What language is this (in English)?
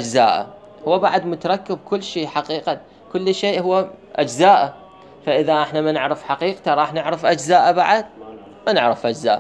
Mesopotamian Arabic